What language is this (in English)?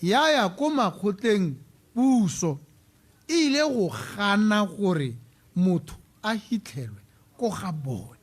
Tswana